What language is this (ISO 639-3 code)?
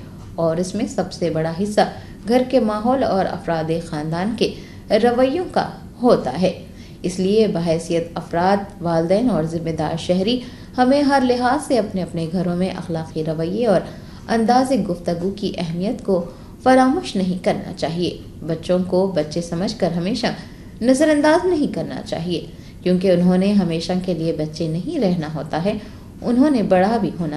urd